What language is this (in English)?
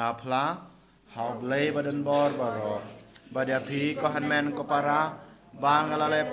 Khasi